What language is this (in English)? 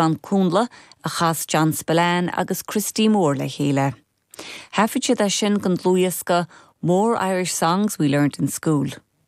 Irish